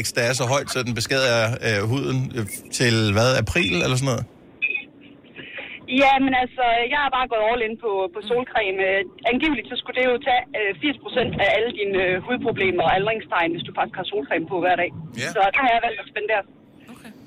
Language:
Danish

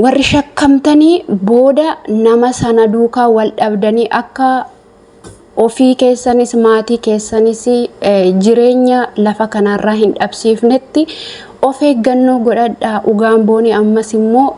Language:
Oromo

